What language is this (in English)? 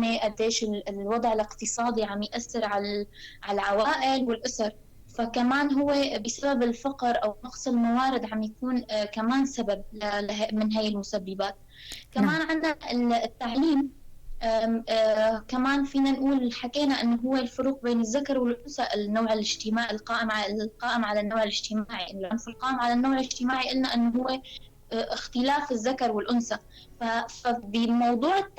North Levantine Arabic